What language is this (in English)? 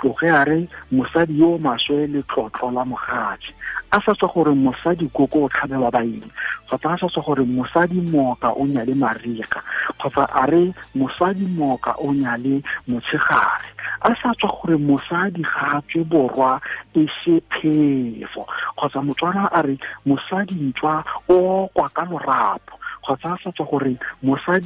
Tswana